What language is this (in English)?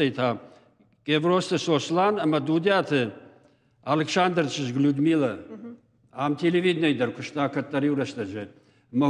Ossetic